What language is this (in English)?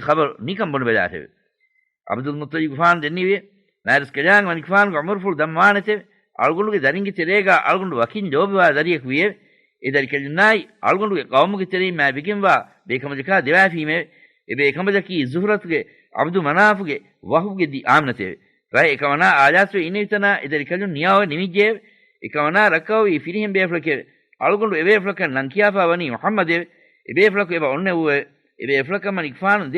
Divehi